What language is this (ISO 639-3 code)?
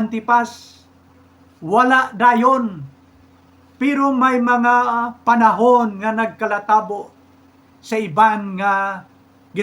hil